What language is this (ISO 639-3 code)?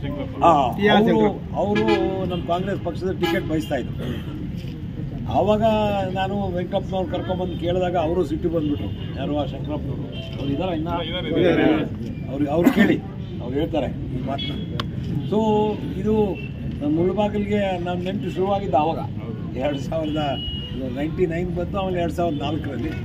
kan